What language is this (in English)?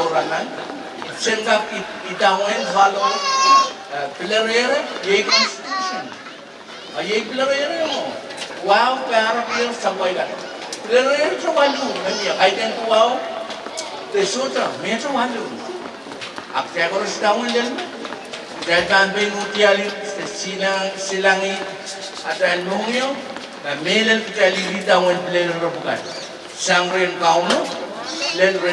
Pohnpeian